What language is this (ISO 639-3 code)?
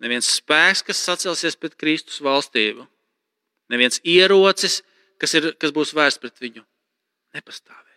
lav